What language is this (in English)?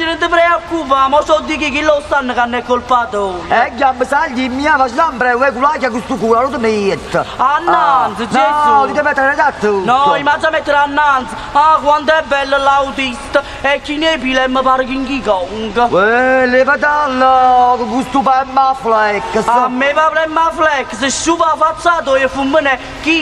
Neapolitan